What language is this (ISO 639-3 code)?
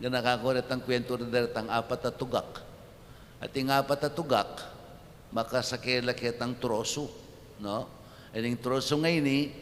pam